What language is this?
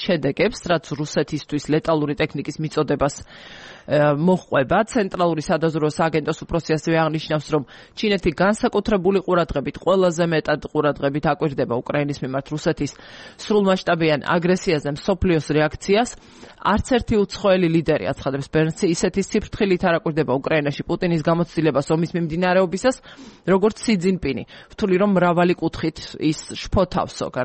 Georgian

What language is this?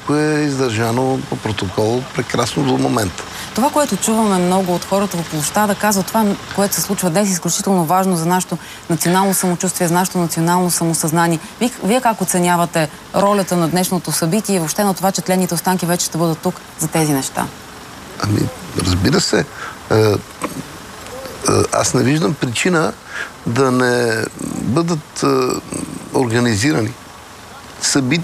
Bulgarian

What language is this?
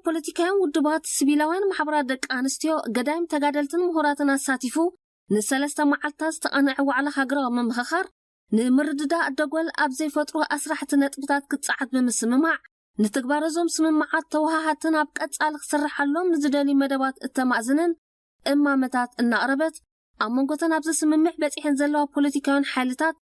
Tigrinya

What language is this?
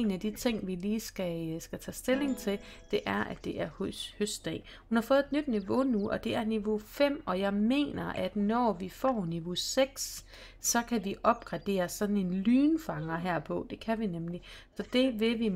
Danish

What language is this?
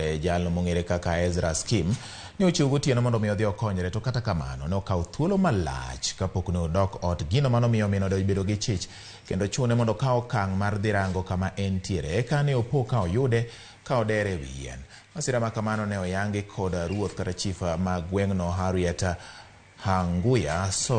Luo (Kenya and Tanzania)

